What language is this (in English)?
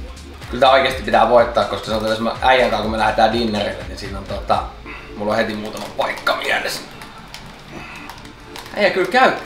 Finnish